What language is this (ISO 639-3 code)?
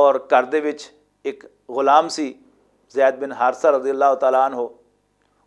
lah